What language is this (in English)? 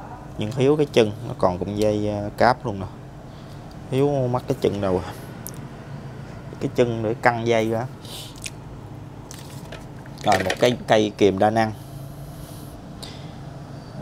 Vietnamese